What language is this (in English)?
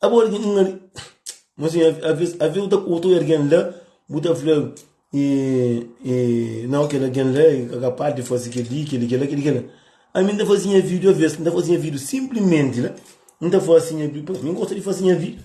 Kabuverdianu